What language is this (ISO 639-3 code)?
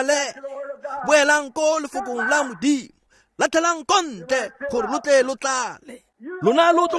tsn